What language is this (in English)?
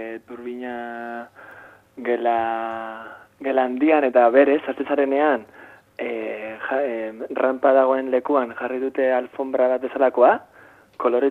Basque